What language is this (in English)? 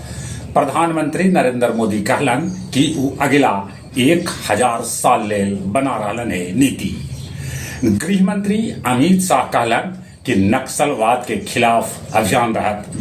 Magahi